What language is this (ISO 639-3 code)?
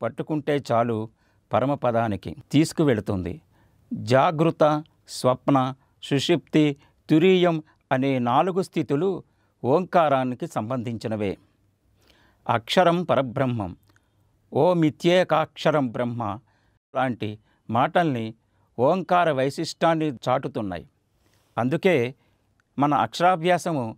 tel